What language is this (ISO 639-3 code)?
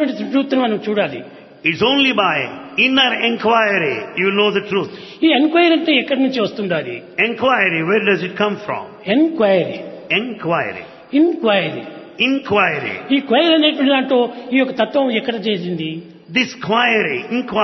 tel